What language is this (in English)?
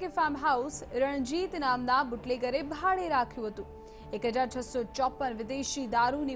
Gujarati